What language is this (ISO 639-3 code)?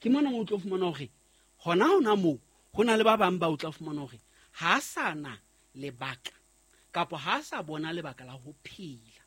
sot